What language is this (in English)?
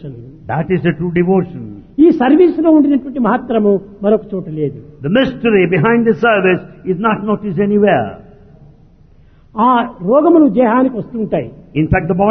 Telugu